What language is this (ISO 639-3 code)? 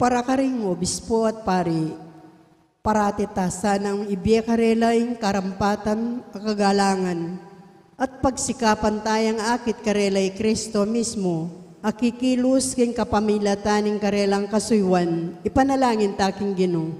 pam